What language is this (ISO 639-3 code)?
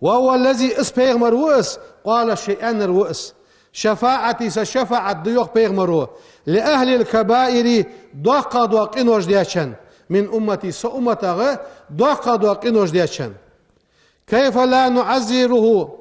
inh